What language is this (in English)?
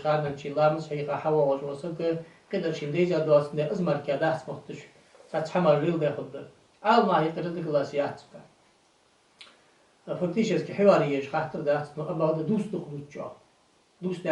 Ingush